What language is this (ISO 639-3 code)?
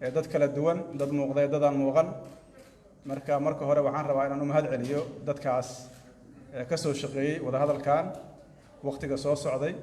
som